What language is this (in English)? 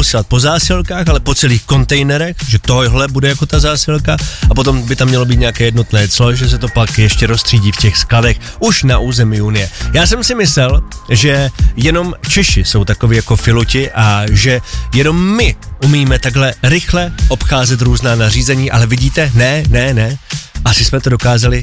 Czech